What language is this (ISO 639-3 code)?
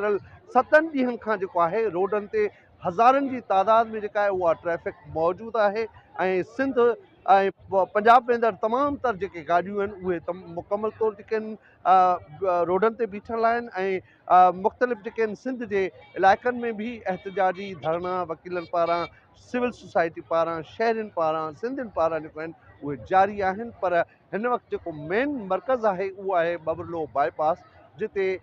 snd